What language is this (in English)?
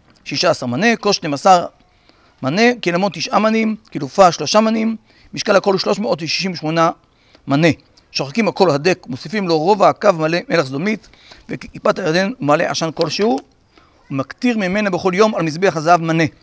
Hebrew